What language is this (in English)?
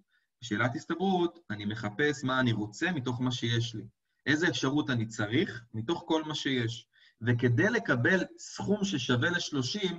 Hebrew